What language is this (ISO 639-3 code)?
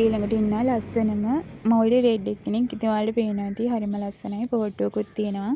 sin